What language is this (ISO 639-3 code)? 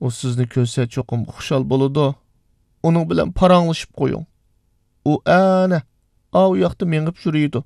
uig